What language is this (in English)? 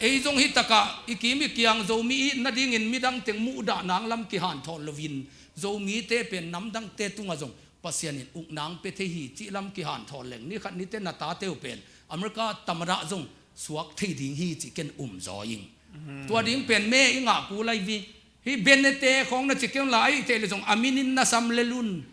Tedim Chin